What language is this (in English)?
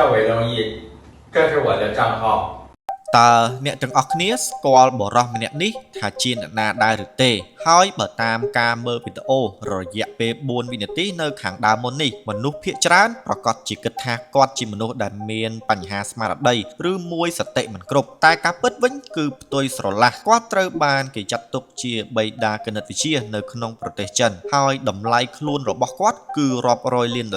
Khmer